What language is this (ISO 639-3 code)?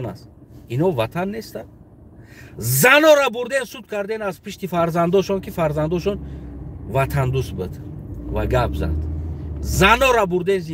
tgk